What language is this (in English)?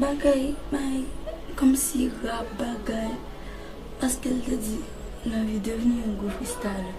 Haitian Creole